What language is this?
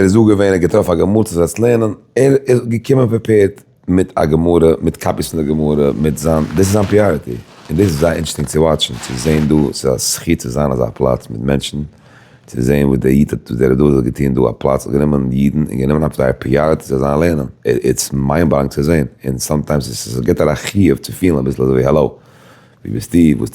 Yiddish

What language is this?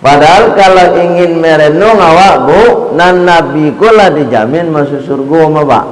Minangkabau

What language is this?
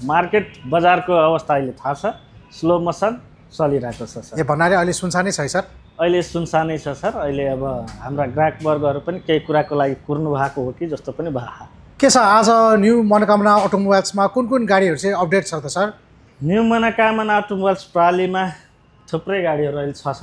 Nepali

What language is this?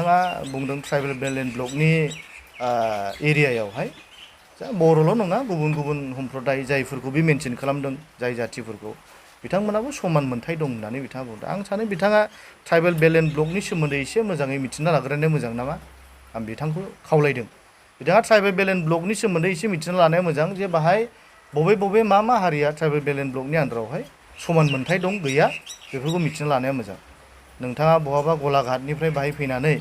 Bodo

